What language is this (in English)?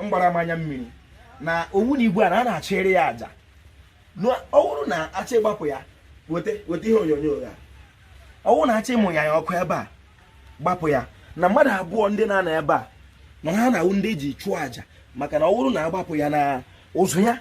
Igbo